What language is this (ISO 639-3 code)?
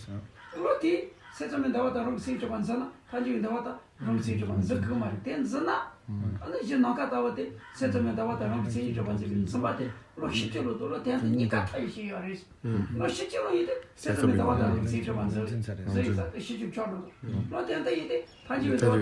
bod